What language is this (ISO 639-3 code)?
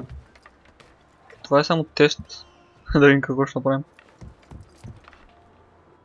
bul